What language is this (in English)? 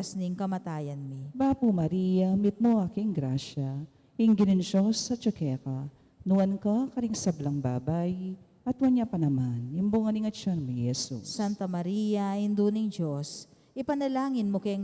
Pampanga